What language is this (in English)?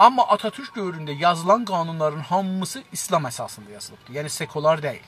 South Azerbaijani